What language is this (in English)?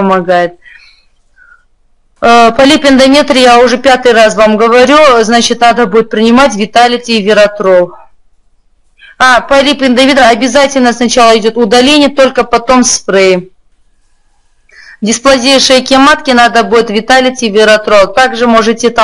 Russian